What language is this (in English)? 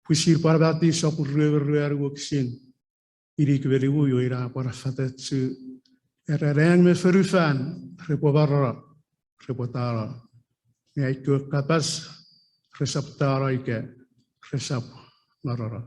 Chuukese